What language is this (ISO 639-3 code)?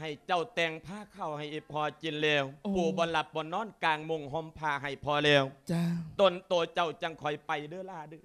lao